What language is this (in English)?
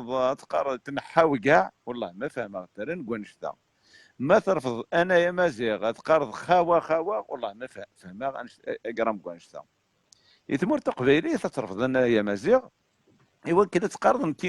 Kabyle